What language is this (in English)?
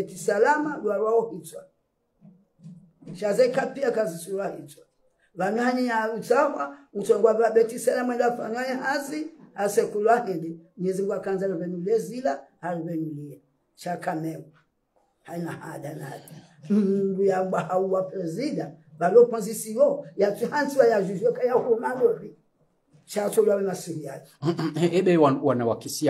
Swahili